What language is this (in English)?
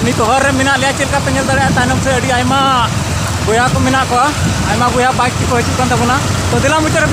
Santali